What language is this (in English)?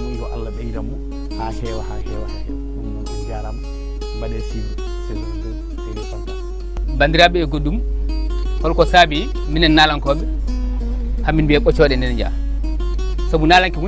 Fula